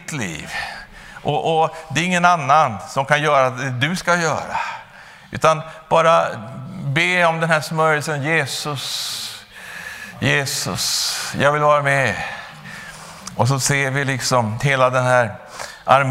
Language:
Swedish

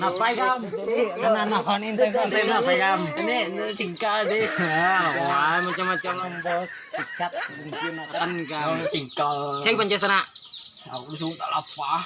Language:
Banjar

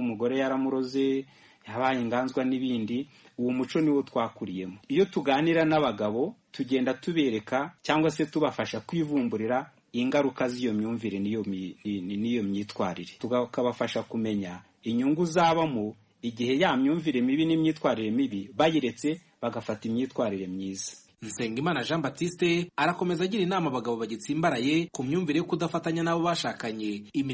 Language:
Kinyarwanda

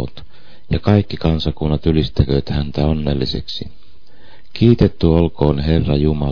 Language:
Finnish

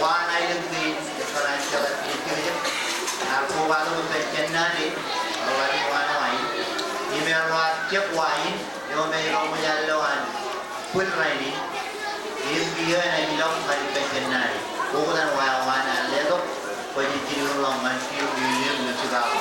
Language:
Marshallese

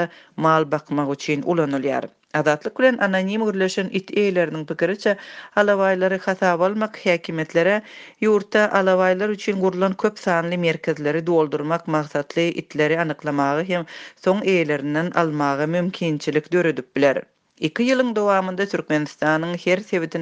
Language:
Turkmen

